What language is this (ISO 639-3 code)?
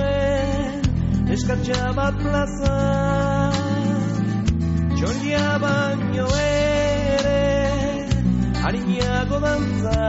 eus